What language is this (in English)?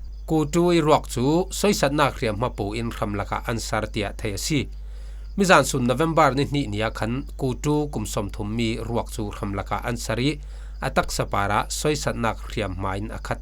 Falam Chin